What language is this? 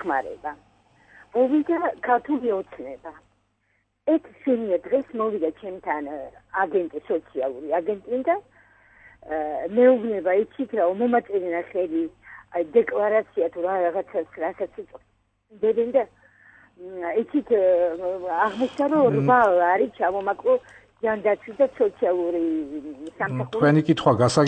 Georgian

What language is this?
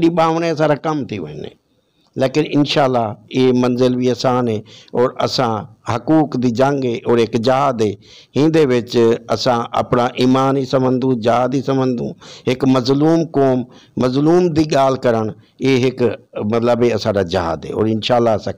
Saraiki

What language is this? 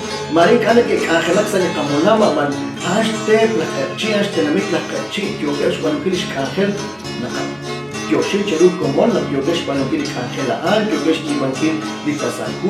Kekchí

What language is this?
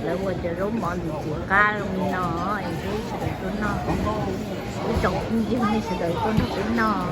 Hmong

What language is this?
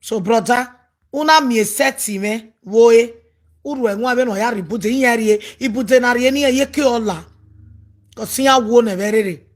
Nigerian Pidgin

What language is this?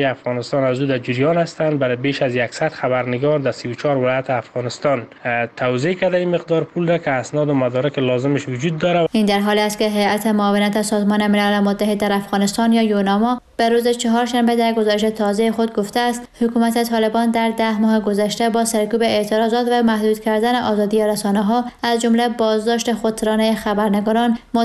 Persian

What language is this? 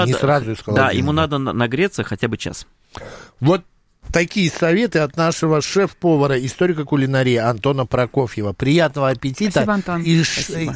Russian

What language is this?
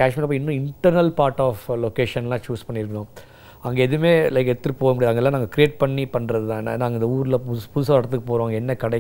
Tamil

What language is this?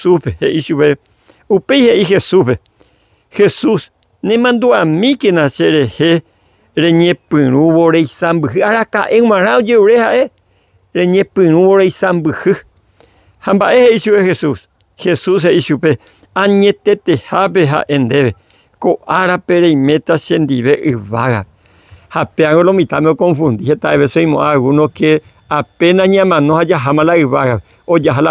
Guarani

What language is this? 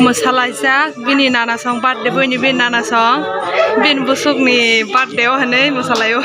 Kok Borok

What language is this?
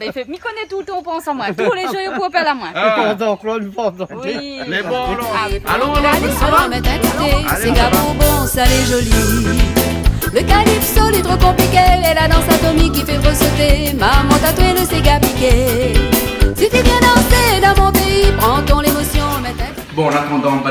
Réunion Creole French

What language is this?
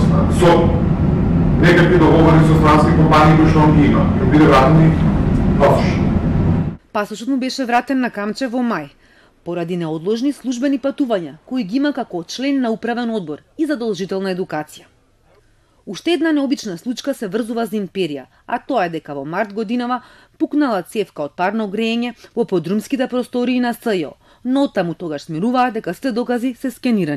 Macedonian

